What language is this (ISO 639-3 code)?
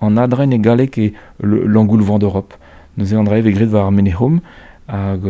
bre